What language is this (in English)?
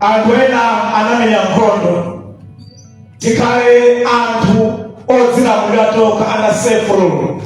Nyanja